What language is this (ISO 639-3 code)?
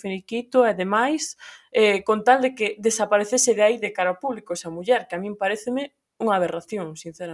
glg